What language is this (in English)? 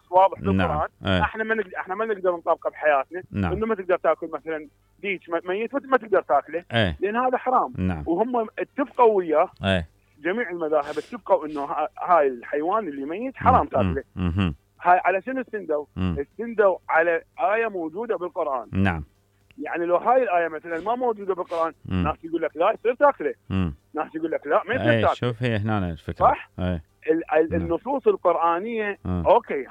Mesopotamian Arabic